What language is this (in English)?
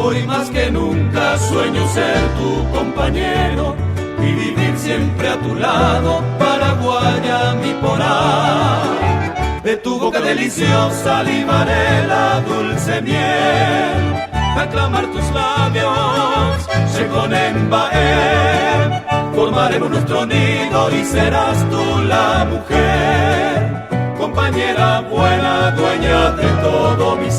Guarani